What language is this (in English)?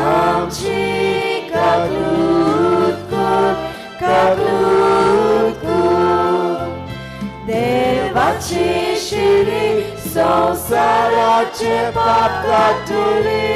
Konkani